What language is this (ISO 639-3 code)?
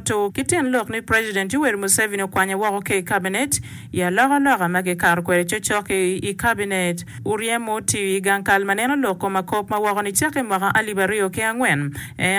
ach